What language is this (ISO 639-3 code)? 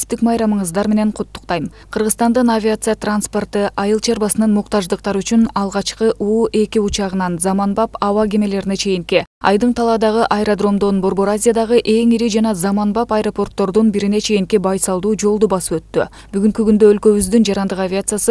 kir